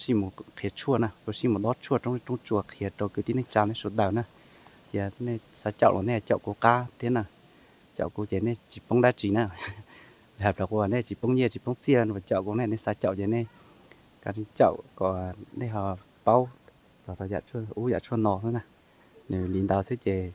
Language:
Hmong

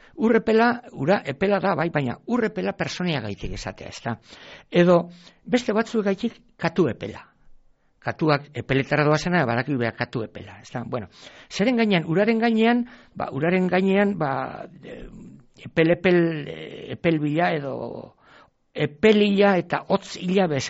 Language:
Basque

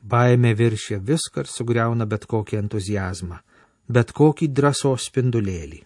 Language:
Lithuanian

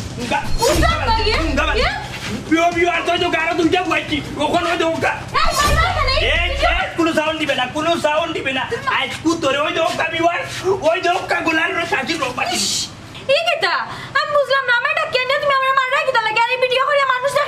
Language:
Sylheti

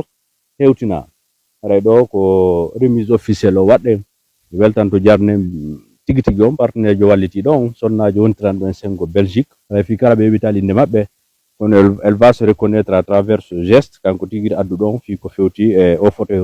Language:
Fula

